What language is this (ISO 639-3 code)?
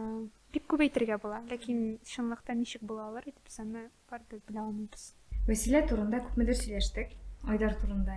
tat